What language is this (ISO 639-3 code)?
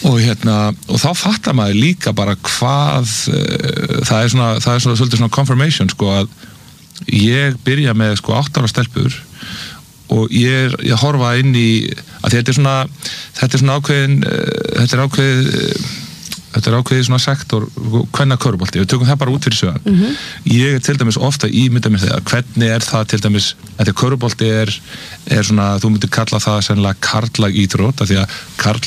isl